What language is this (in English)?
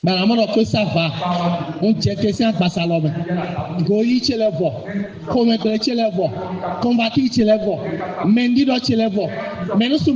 Fon